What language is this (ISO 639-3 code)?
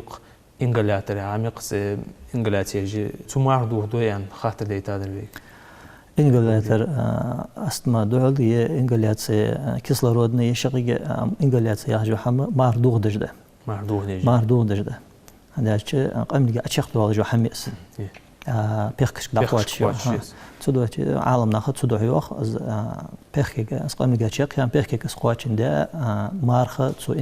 inh